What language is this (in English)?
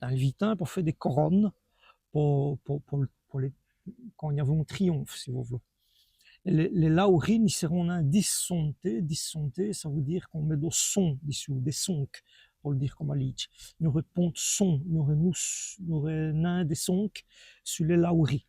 Walloon